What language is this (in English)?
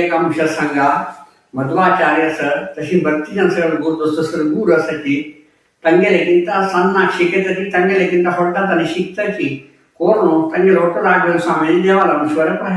Konkani